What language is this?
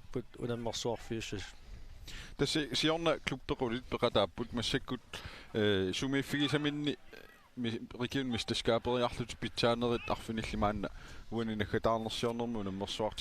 Kalaallisut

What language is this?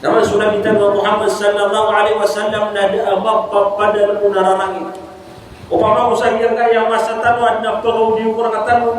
Maranao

